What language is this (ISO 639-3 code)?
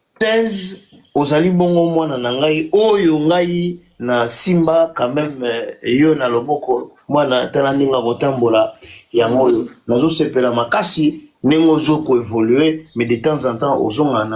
lin